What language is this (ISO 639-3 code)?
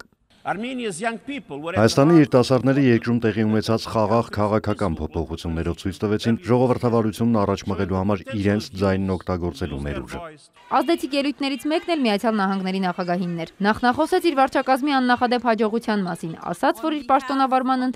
hye